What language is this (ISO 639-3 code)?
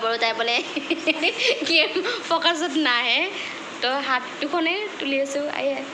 asm